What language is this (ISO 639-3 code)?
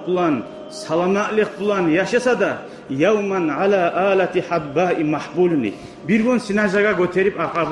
kum